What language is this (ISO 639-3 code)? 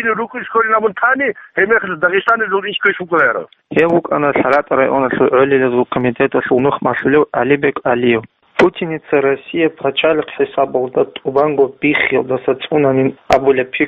ava